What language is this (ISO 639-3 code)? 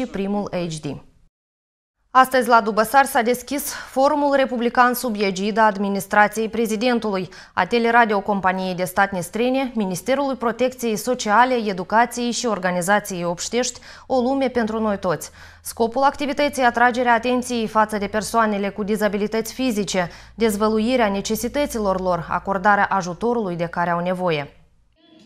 ron